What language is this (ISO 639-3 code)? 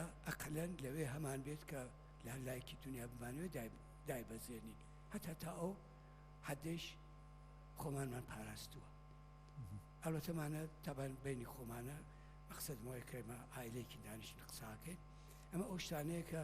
ckb